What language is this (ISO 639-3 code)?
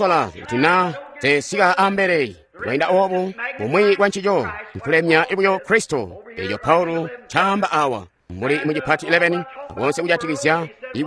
toi